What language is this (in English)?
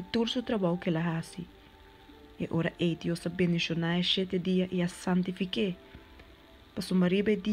Papiamento